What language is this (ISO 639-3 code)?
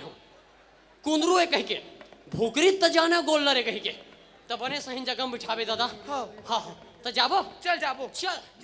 hne